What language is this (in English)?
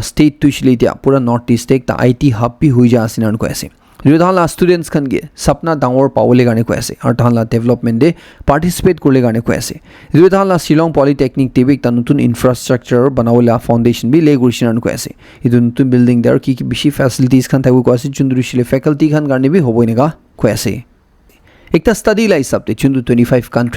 Naga Pidgin